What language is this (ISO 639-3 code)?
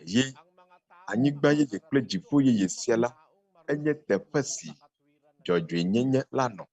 ewe